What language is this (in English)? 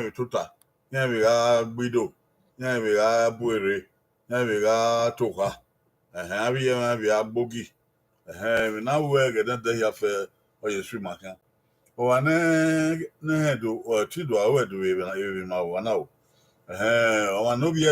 Bini